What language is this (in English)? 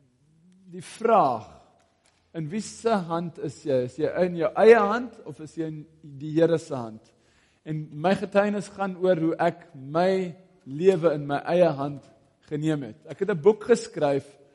Afrikaans